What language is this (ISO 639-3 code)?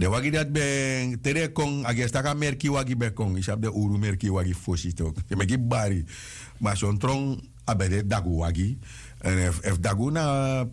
srn